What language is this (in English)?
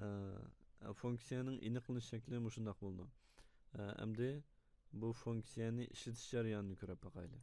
Uyghur